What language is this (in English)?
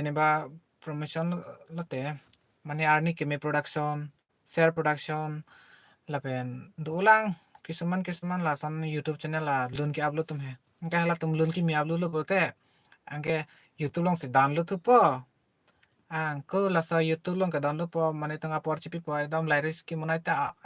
Karbi